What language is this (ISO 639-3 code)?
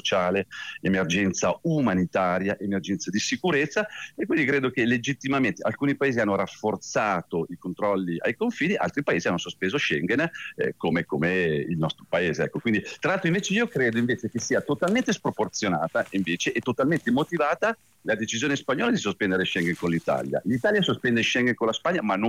ita